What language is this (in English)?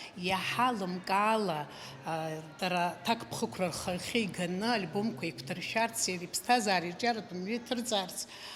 Abkhazian